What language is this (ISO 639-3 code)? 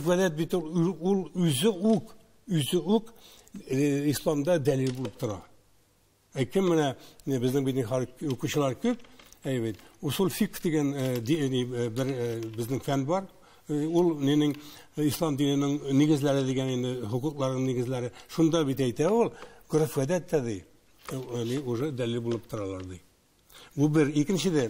tat